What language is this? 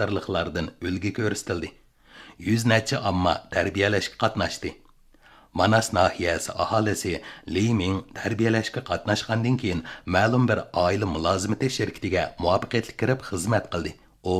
Uyghur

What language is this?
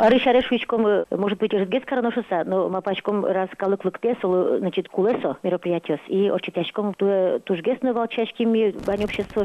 Udmurt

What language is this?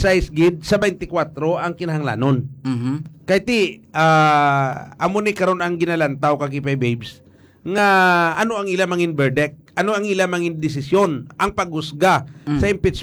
Hiligaynon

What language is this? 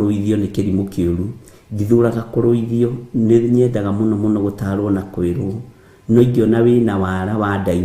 Kikuyu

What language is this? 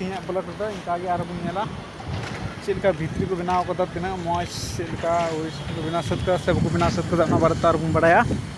Santali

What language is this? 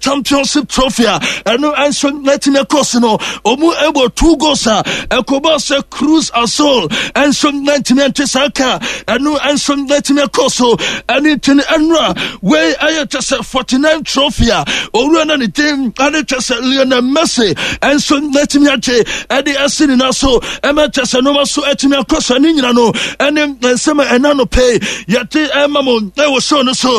Akan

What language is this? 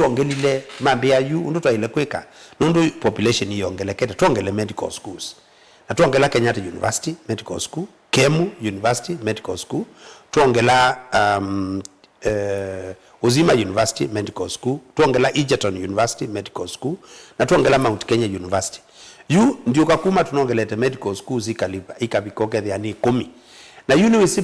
Kamba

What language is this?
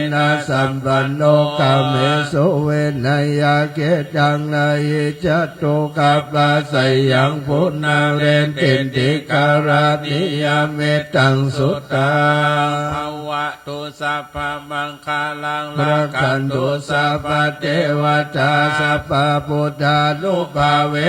Pali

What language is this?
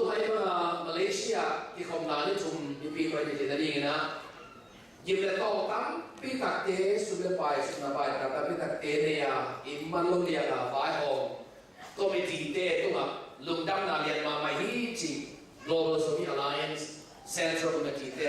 Tedim Chin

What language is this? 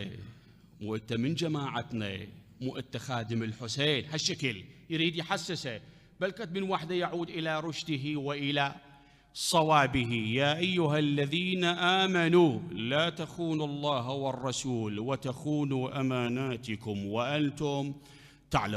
Mesopotamian Arabic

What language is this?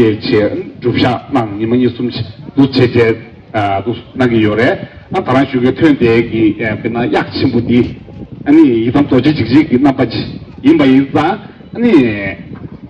Tibetan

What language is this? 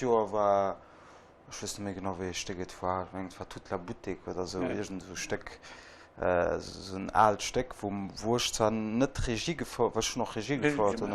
Luxembourgish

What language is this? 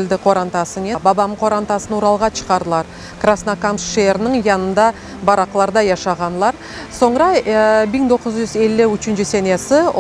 Crimean Tatar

